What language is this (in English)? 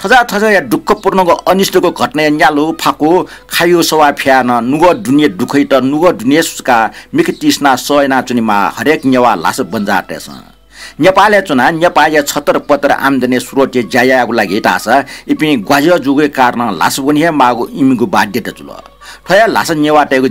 Newari